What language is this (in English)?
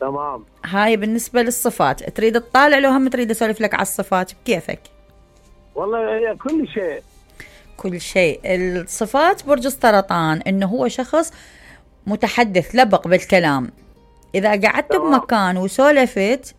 Mesopotamian Arabic